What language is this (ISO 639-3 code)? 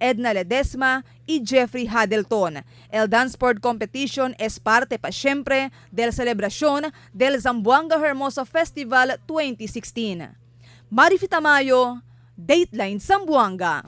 cbk